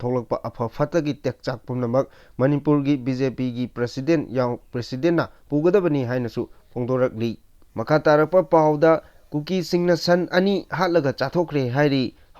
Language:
Manipuri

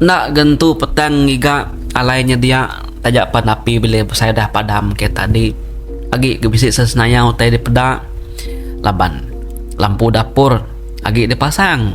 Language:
Iban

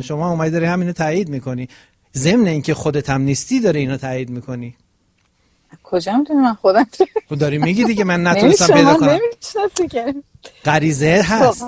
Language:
Persian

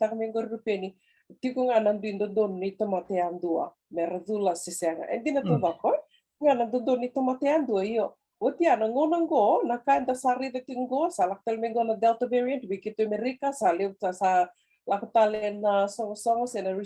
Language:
Fijian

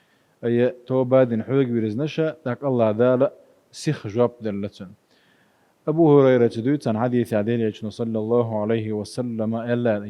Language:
Chechen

